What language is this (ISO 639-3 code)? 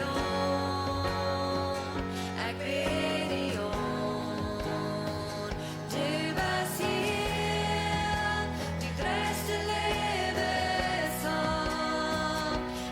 pdt